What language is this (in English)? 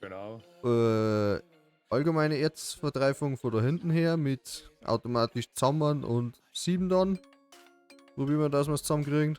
Bavarian